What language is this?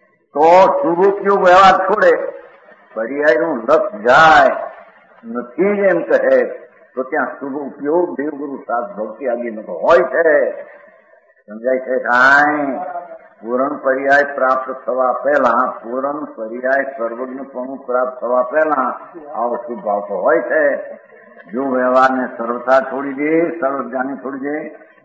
Gujarati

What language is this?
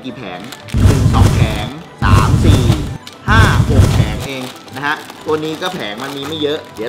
Thai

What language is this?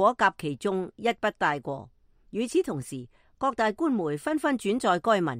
Cantonese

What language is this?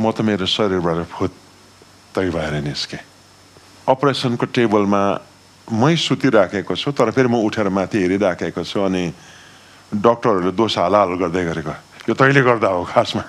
Nepali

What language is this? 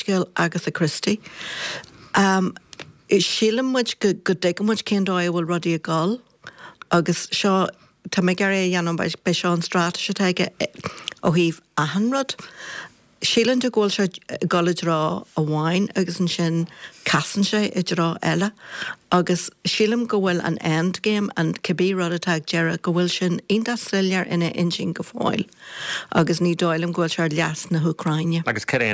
Irish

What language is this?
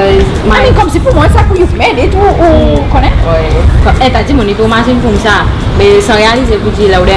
Seselwa Creole French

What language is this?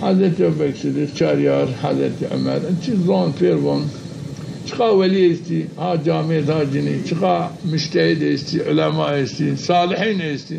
Zaza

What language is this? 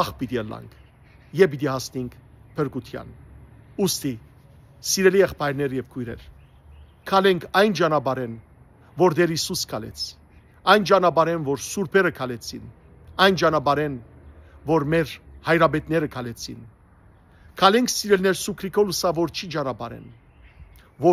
Western Armenian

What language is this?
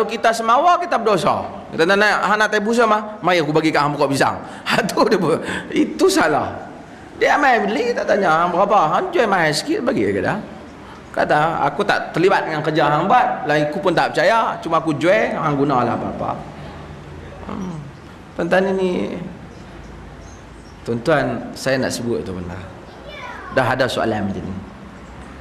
Malay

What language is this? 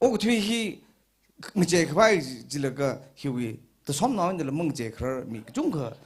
Tangkhul Naga (India)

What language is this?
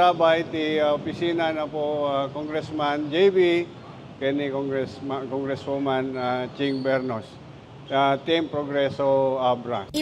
Iloko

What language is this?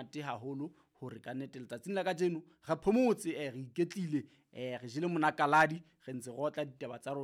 Southern Sotho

